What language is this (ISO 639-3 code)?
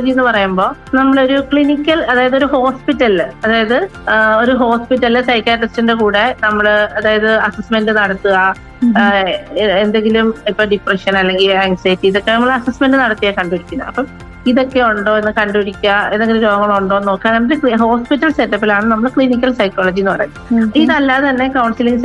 mal